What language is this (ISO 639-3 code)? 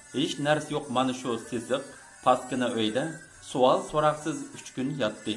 uig